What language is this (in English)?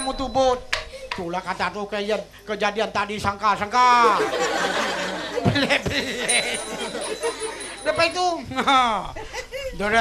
Malay